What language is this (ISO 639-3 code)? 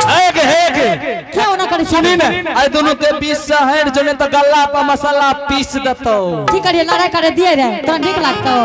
anp